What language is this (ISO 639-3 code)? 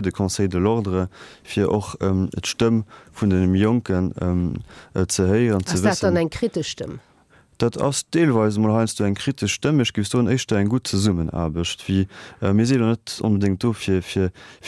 ltz